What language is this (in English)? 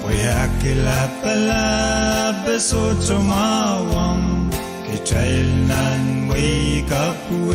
Pohnpeian